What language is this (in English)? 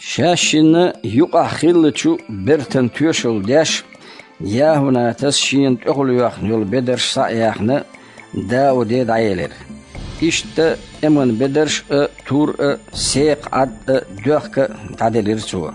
Chechen